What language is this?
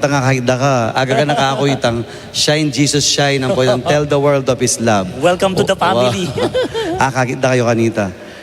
Pampanga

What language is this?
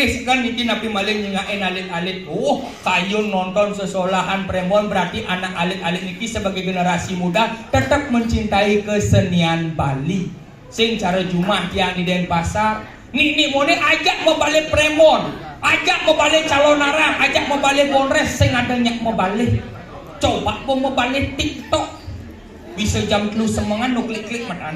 Balinese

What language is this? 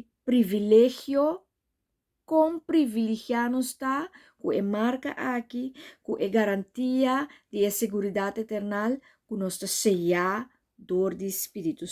Papiamento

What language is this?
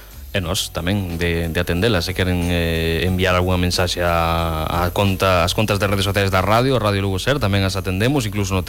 Galician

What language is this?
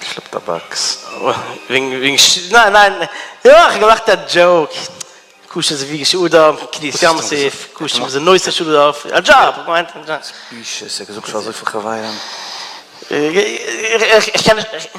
Yiddish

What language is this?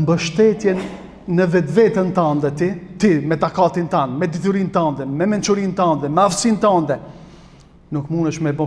Albanian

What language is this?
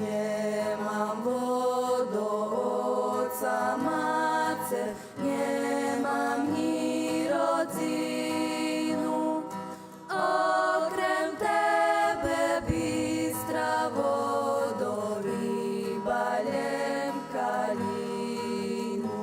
Rusyn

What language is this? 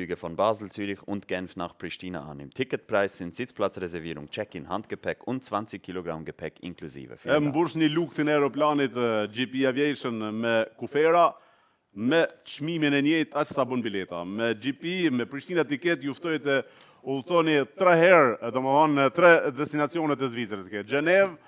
Albanian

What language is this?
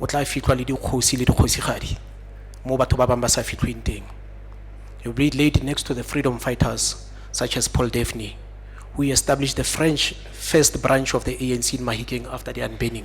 Tswana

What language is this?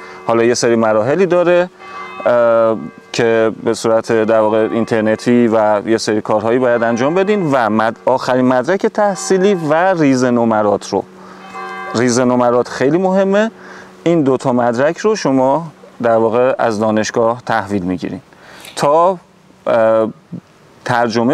Persian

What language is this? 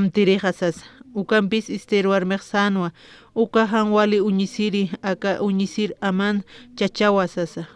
Aymara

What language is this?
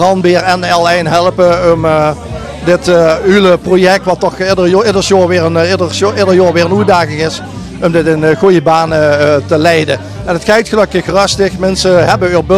Limburgish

